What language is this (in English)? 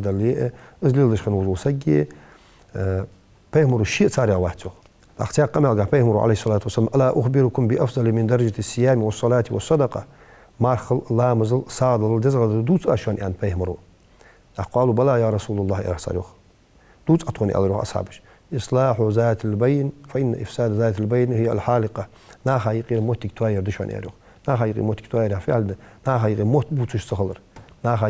Ingush